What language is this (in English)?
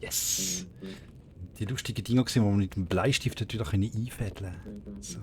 Swiss German